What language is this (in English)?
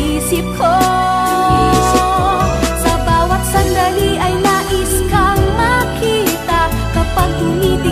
Filipino